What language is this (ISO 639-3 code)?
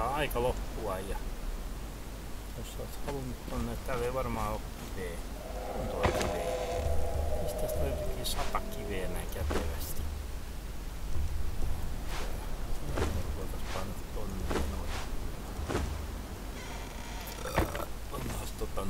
fin